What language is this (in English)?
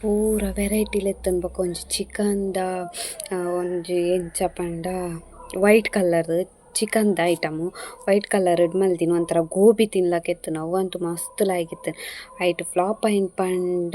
Tulu